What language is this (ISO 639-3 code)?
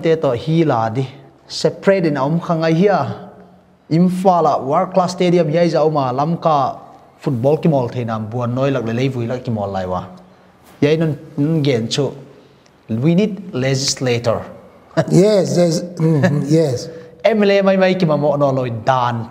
pck